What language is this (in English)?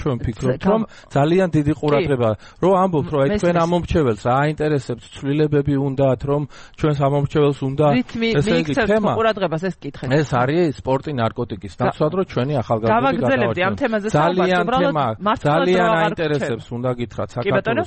Georgian